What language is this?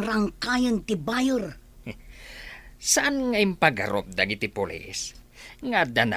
Iloko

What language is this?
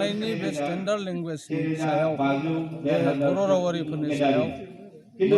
Bodo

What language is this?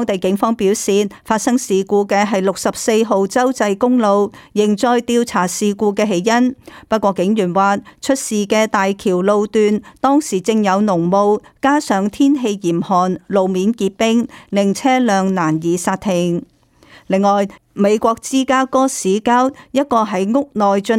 Cantonese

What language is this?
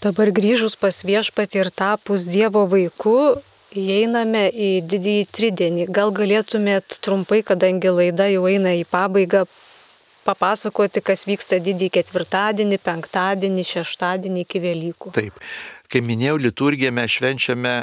Lithuanian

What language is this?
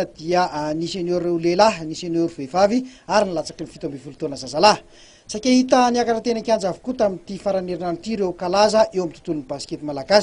Malagasy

